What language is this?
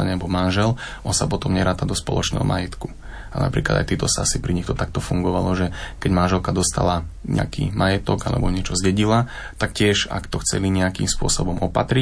Slovak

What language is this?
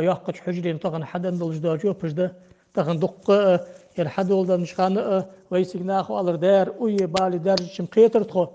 Ingush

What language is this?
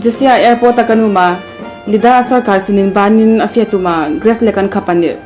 Hmar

